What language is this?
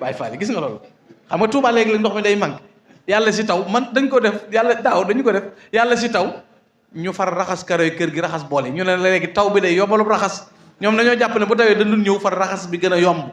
Wolof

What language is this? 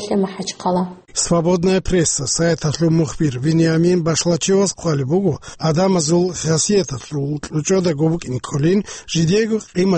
Avaric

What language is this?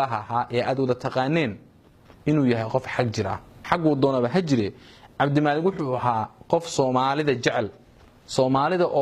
Somali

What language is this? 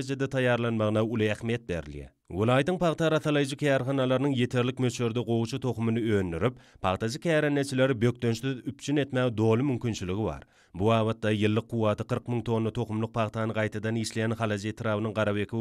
Turkmen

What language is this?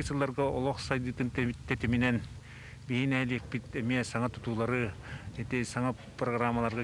Yakut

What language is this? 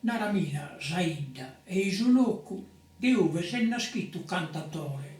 Sardinian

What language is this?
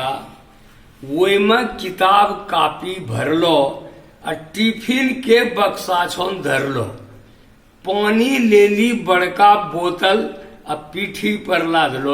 Angika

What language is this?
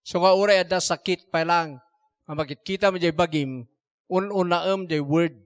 Iloko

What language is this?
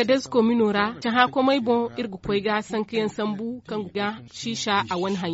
Zarma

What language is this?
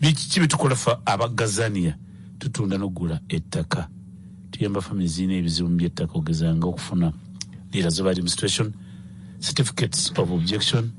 Ganda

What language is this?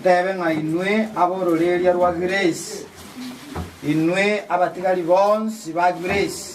Gusii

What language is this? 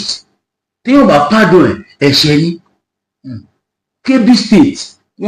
Yoruba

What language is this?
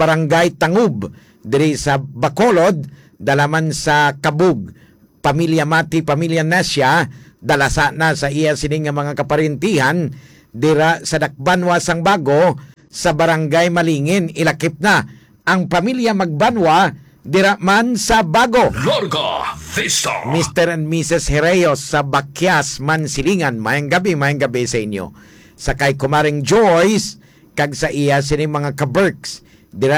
Hiligaynon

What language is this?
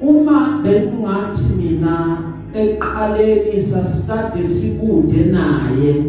Zulu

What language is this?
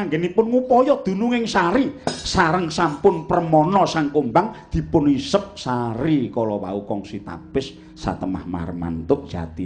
Javanese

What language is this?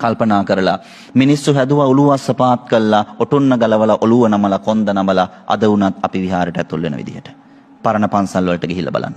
Sinhala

